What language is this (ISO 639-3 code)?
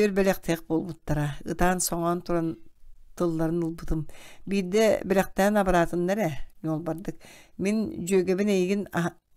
sah